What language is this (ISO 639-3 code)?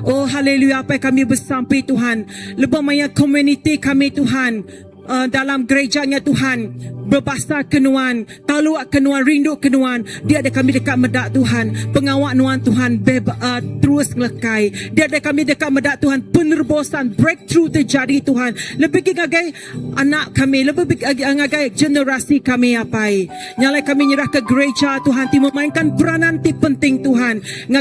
iba